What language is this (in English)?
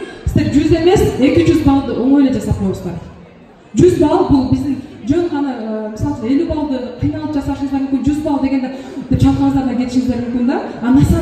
Kyrgyz